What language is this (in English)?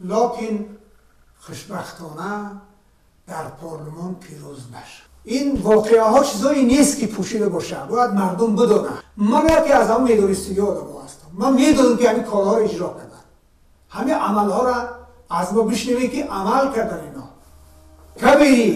Tajik